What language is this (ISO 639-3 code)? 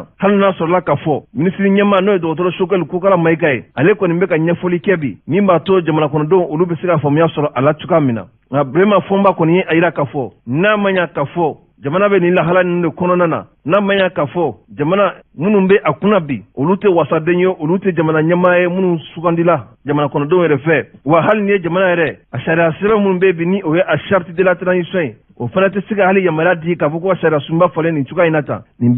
bam